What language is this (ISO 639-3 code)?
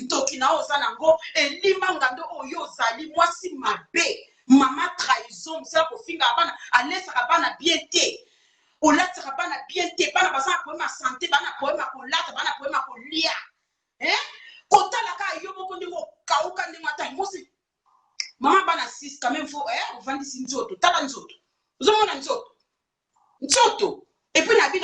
lin